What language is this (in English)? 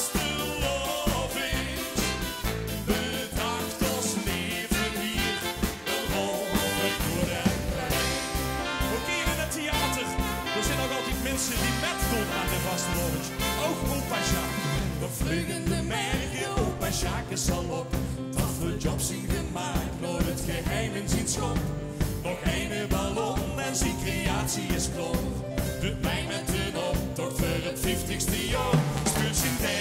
Limburgish